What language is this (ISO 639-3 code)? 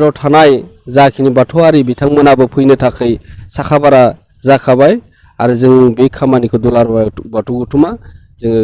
brx